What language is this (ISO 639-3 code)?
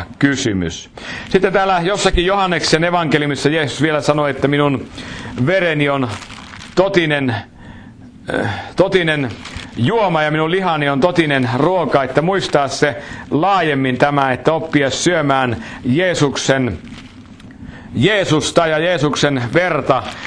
fin